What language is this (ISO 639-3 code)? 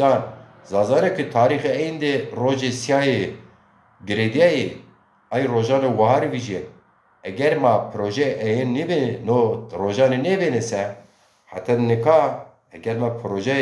zza